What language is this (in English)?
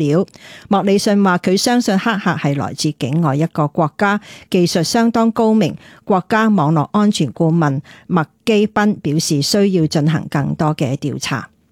Cantonese